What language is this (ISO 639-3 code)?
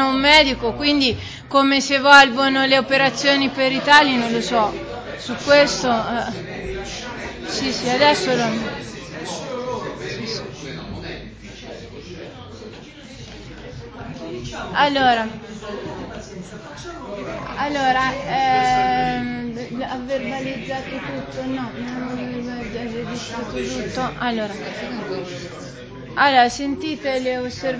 ita